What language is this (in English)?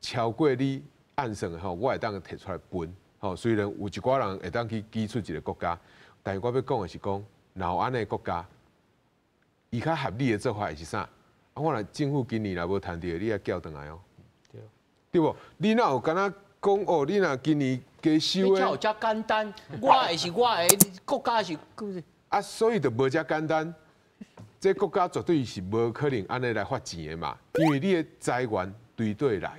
Min Nan Chinese